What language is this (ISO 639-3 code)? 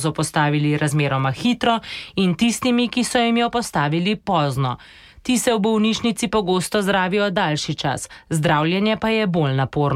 slv